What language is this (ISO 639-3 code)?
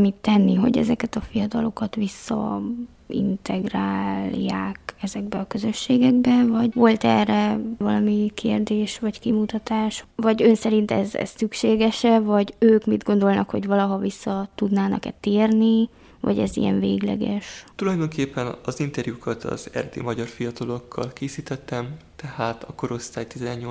hun